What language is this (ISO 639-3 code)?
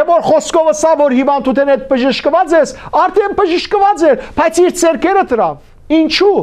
hyw